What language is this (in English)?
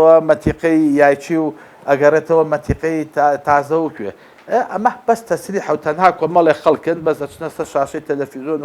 Central Kurdish